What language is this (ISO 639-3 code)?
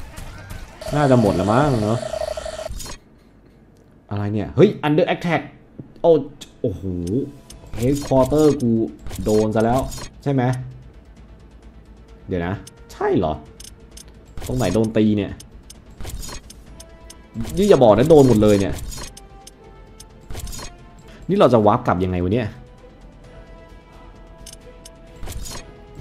tha